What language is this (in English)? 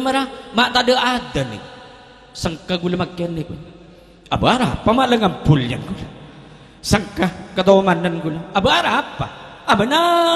Madurese